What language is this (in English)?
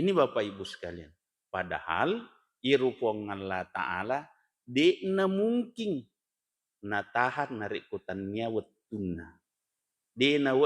Buginese